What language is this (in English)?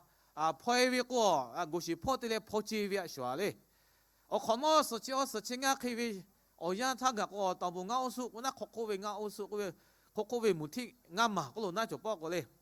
Lahu